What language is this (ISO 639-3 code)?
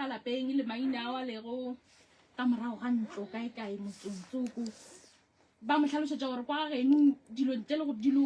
nso